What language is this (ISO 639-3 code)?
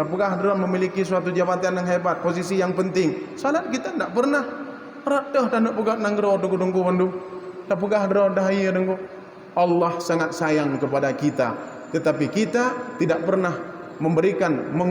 ace